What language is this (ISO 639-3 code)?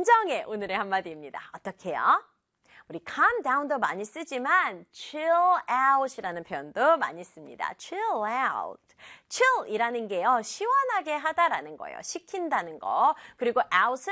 kor